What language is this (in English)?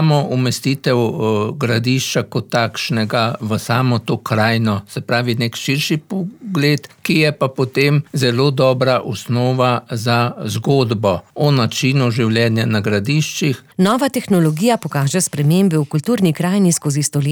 Slovenian